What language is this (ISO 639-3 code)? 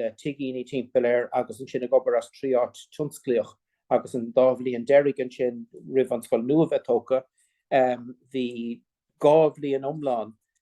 gle